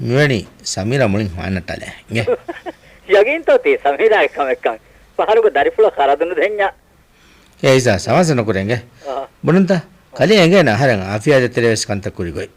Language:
Divehi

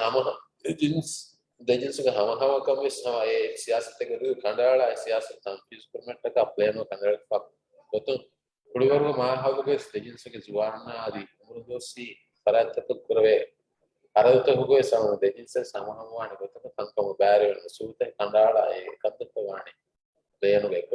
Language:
Divehi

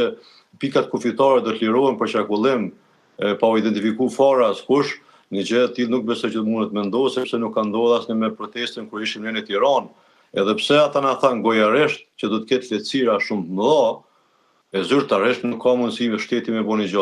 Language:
Albanian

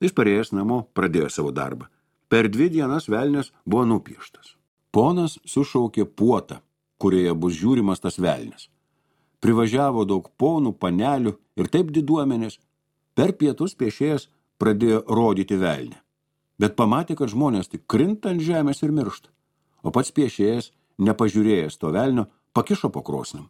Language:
Lithuanian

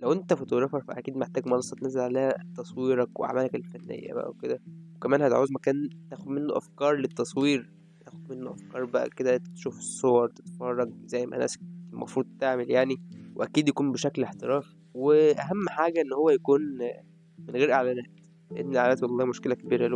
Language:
Egyptian Arabic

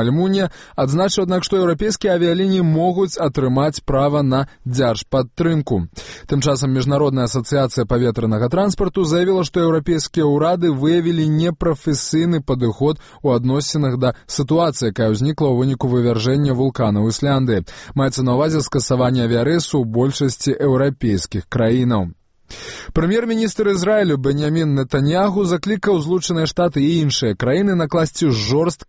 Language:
Belarusian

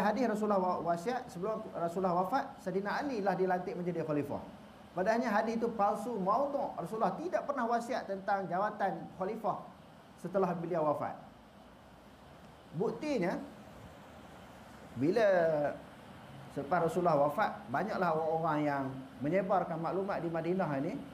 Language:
Malay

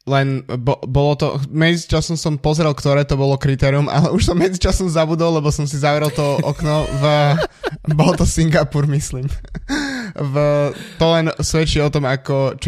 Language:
Slovak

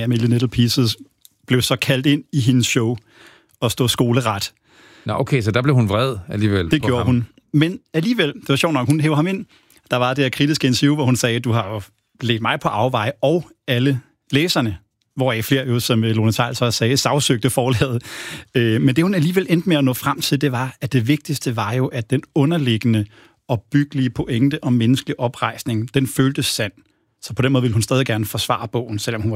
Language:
Danish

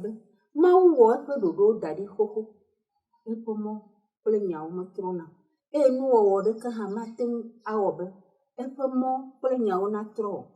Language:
Ewe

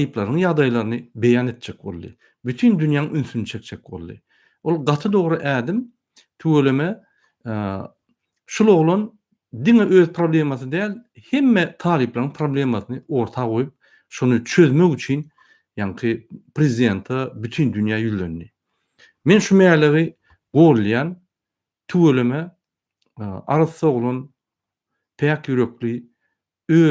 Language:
Turkmen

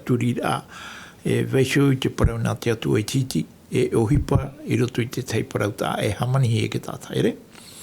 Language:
Tahitian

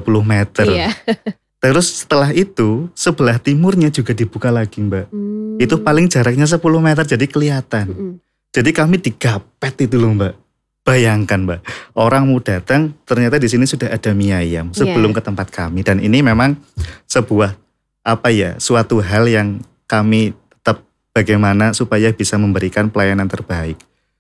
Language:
Indonesian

